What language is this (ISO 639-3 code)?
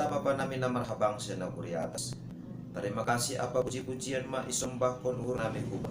bts